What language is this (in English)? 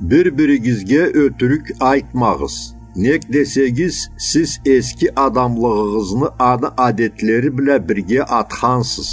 Karachay-Balkar